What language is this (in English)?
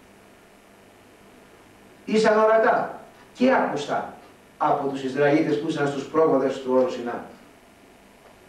Greek